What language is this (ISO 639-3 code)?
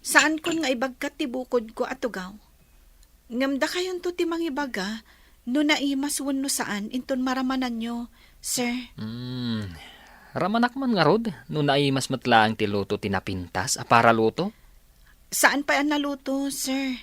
ilo